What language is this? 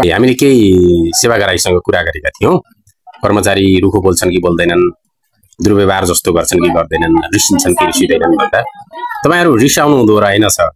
Nepali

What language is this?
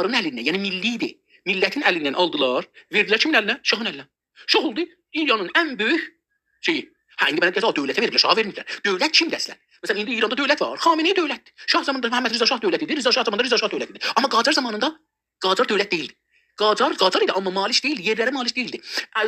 South Azerbaijani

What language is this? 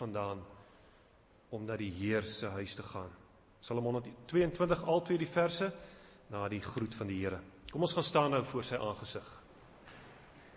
Afrikaans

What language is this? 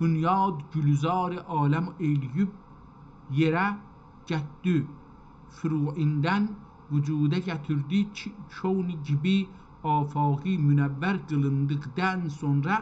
South Azerbaijani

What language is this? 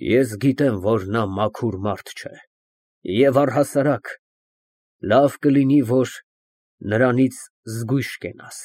Armenian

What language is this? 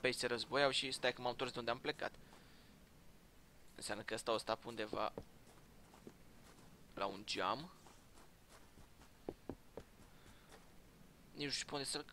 Romanian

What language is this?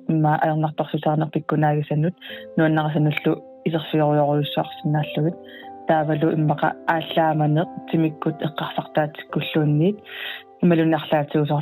Kalaallisut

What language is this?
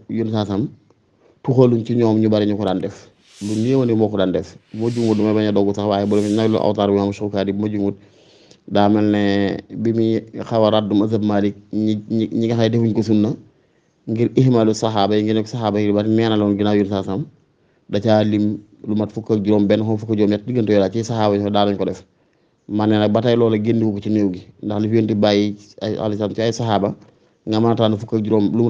Wolof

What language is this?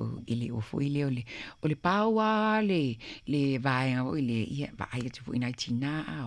Samoan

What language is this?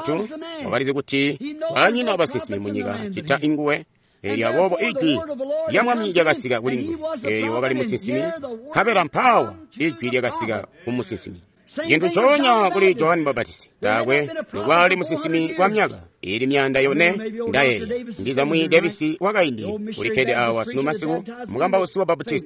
Tonga (Zambia)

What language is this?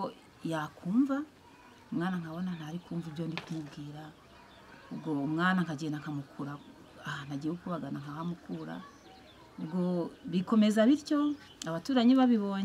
Kinyarwanda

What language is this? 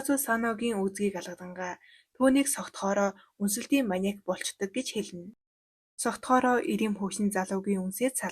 Mongolian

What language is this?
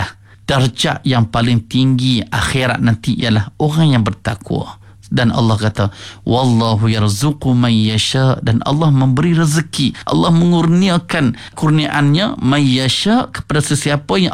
Malay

